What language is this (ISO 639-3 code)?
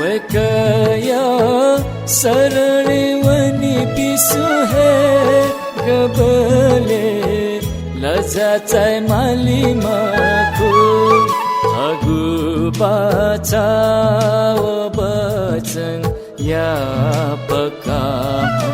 new